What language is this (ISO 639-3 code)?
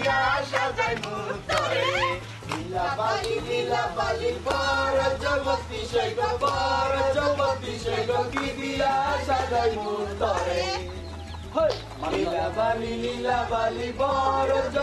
syl